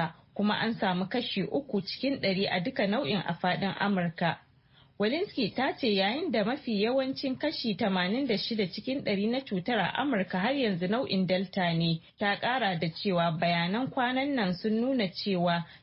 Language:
Hausa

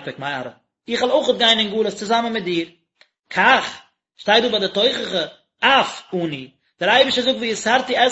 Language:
Yiddish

